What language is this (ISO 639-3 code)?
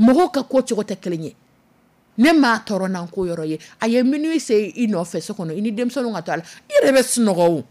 dyu